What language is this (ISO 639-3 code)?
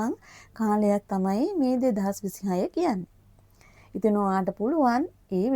sin